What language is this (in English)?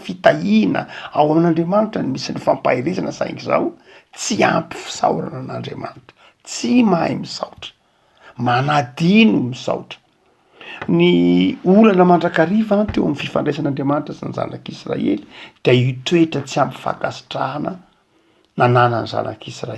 Malagasy